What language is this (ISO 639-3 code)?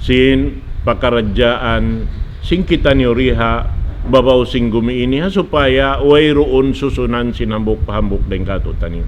tsg